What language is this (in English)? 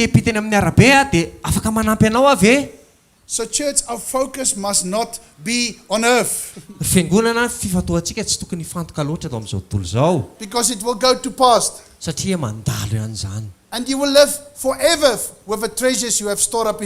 Malagasy